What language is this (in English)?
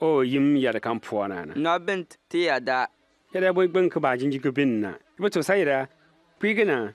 Bimoba